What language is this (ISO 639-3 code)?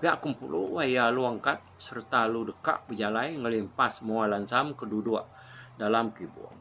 iba